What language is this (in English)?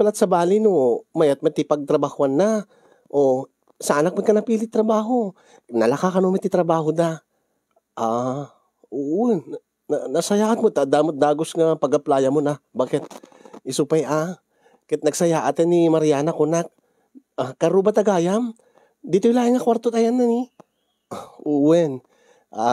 Iloko